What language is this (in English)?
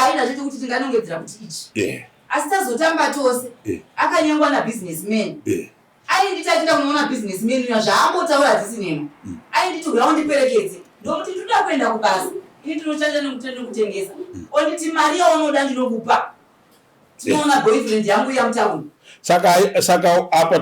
Shona